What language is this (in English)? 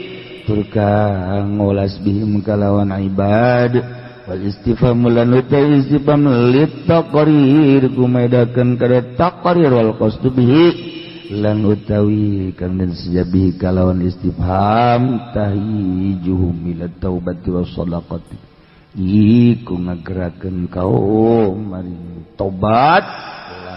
Sundanese